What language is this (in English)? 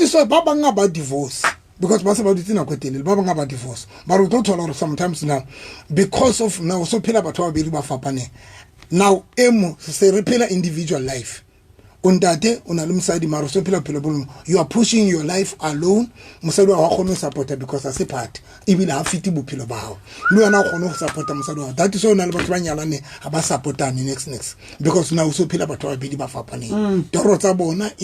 Southern Sotho